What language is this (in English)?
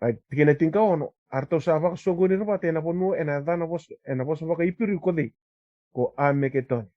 Fijian